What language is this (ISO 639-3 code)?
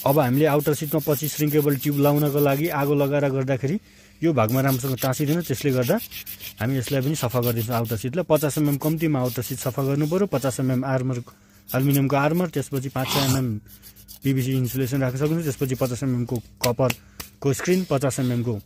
nep